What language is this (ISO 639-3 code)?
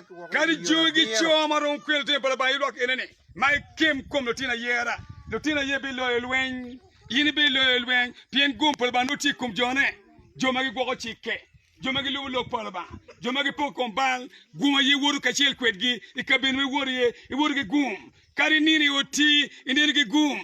ach